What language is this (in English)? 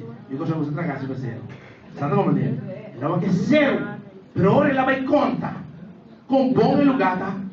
Papiamento